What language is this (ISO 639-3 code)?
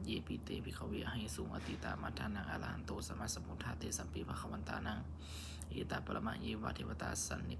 pli